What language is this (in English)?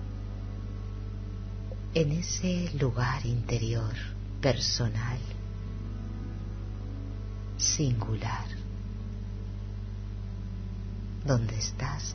Spanish